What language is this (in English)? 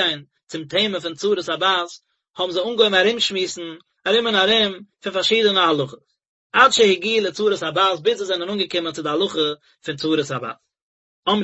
Yiddish